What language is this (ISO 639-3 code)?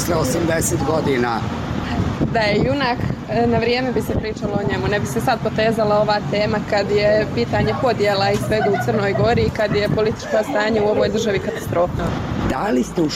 bos